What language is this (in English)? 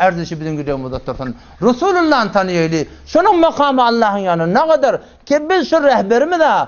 Turkmen